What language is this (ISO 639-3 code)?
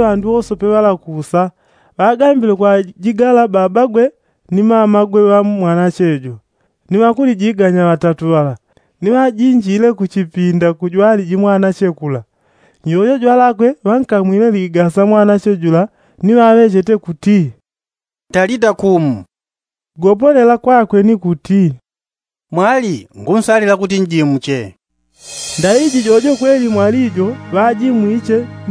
yao